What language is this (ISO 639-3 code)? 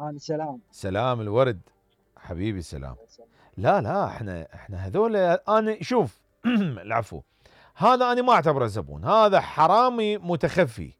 acm